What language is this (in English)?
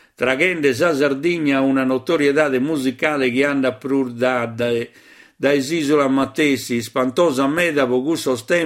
Sardinian